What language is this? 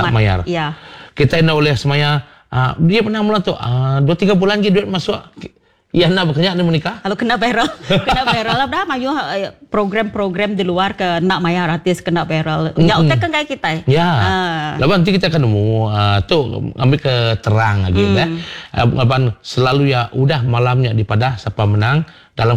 Iban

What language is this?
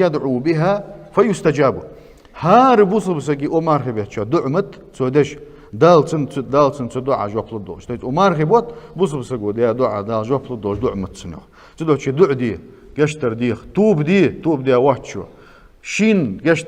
Ingush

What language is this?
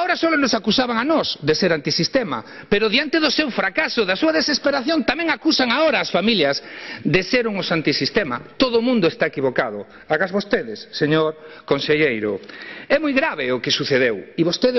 Galician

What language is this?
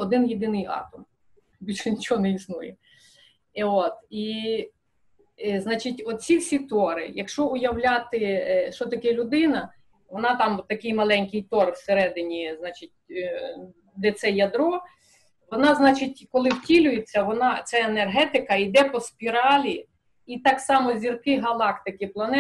Ukrainian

